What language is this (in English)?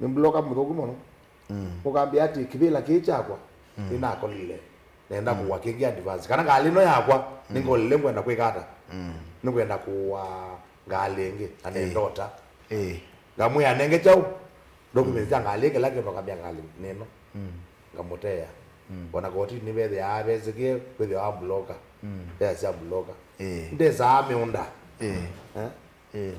Kamba